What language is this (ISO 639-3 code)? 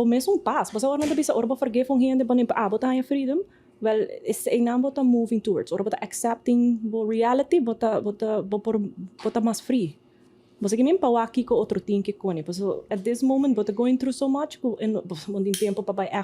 pap